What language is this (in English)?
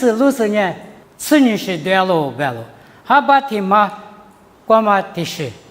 Lisu